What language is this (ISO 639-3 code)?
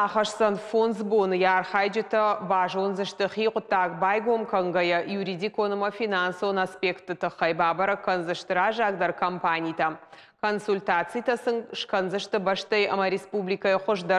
oss